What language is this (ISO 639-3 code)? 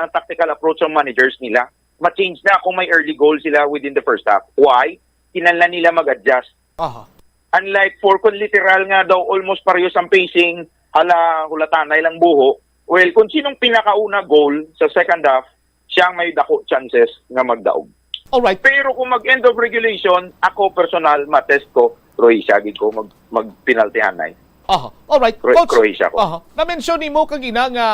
hil